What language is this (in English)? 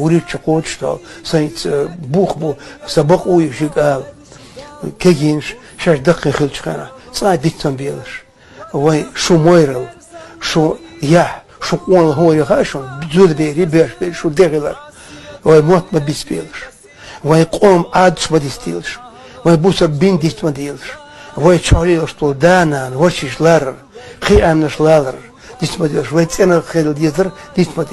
Chechen